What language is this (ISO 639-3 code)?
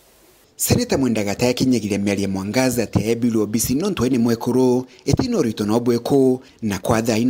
mer